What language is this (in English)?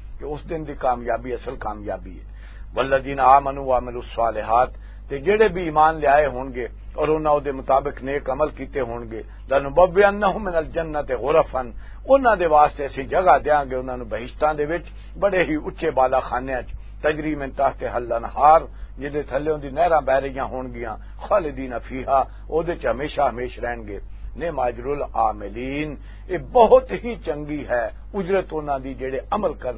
Western Panjabi